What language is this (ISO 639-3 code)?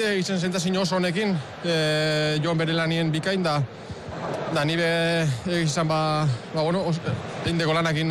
eus